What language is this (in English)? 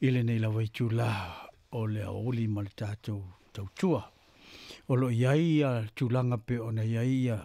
Samoan